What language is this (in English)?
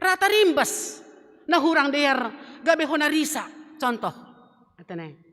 Batak Simalungun